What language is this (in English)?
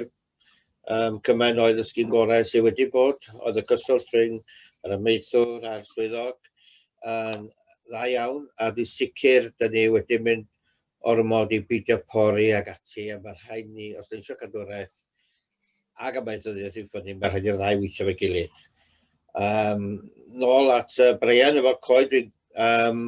Welsh